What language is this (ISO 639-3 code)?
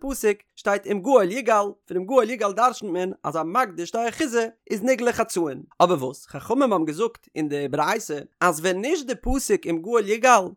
yid